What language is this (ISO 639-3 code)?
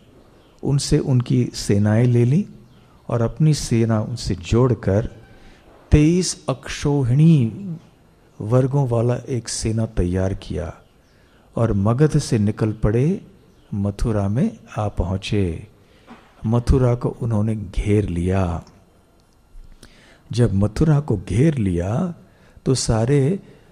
hin